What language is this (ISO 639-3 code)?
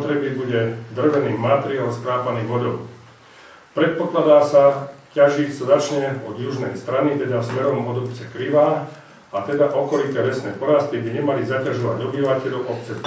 slk